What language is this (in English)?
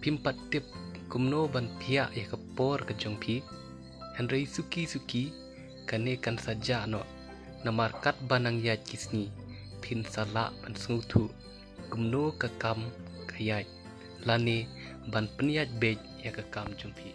Khasi